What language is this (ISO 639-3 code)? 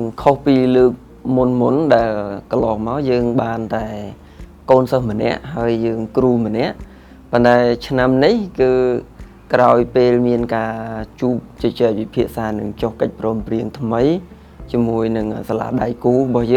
khm